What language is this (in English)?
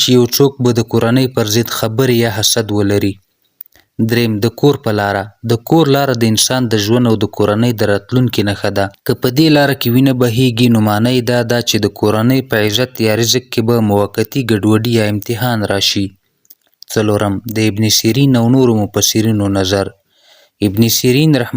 Pashto